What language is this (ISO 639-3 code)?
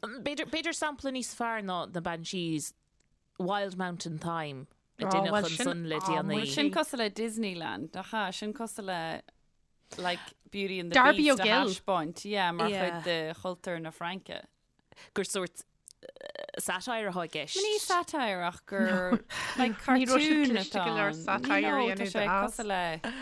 gle